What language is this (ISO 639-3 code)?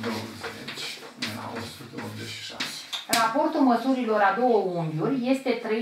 ron